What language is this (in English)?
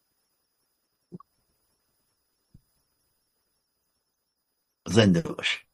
Persian